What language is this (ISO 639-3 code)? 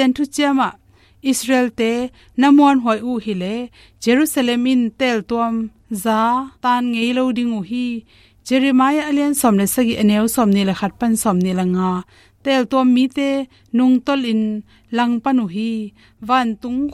ctd